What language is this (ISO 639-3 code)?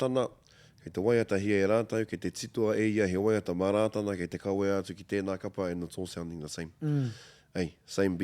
mri